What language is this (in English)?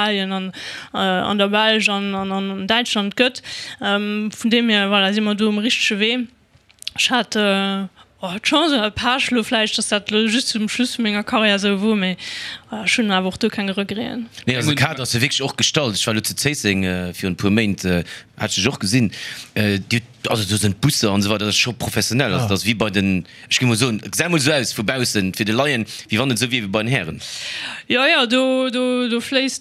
Luxembourgish